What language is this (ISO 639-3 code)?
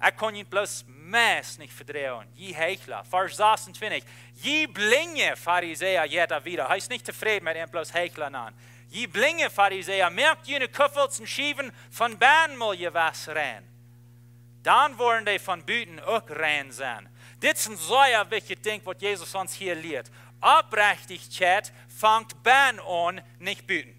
pdt